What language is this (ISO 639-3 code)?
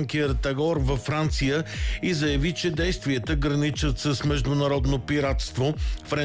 bul